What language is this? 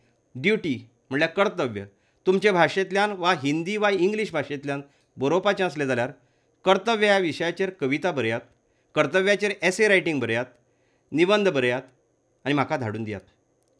Konkani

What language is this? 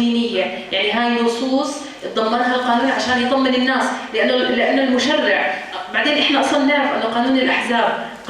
North Levantine Arabic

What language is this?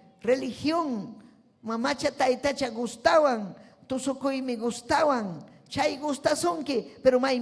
Ayacucho Quechua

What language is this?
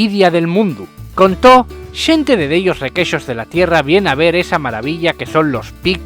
Asturian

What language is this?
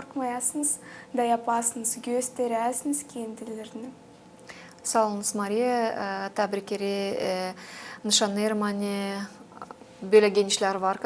Gagauz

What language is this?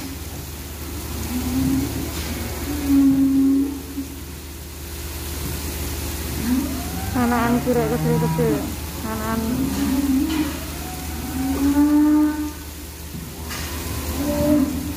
Indonesian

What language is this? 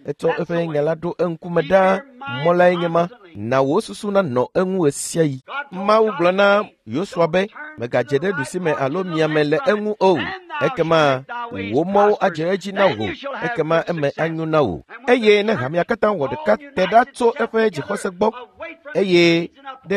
Ewe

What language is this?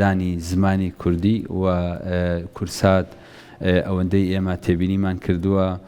Central Kurdish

